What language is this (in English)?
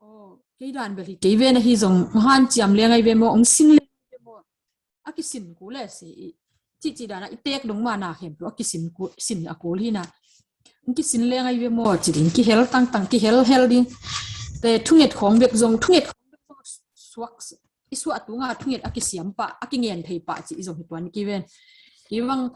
Tedim Chin